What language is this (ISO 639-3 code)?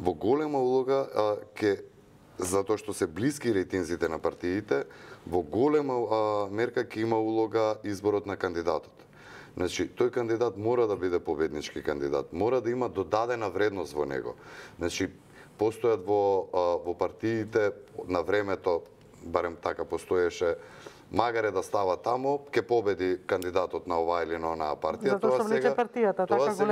mkd